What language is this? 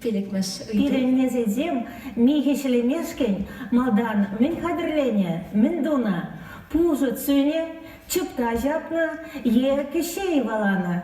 Chuvash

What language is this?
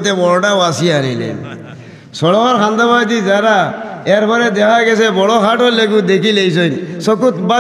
Sylheti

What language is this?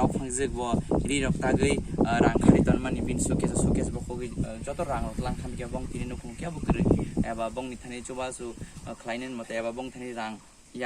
Kok Borok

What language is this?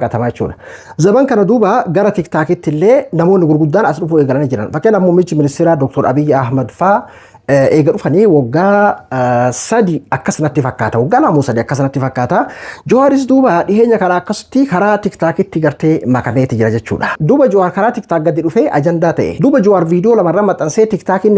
Oromo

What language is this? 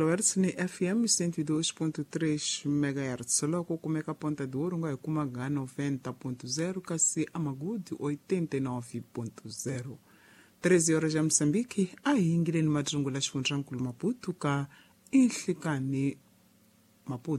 Tsonga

